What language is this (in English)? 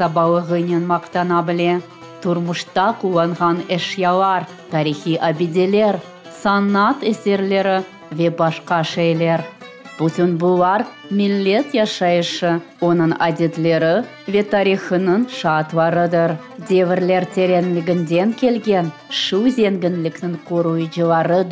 Crimean Tatar